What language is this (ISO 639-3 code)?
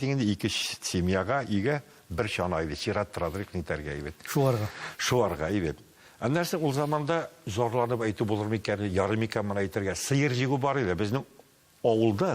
tat